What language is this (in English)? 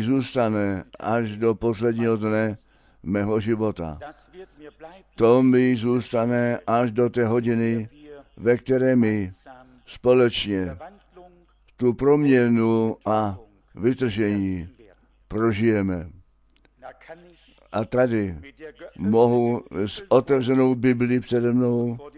Czech